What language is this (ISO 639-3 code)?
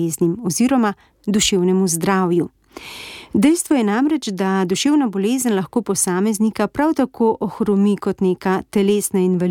slv